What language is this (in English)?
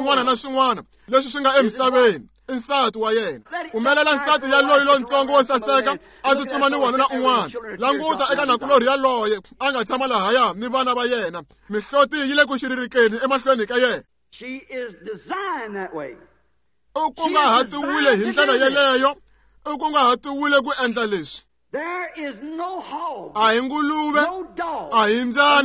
Tsonga